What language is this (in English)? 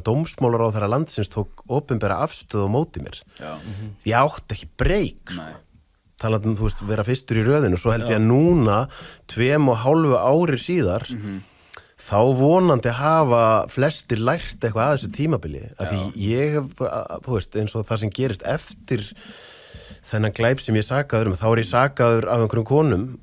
Icelandic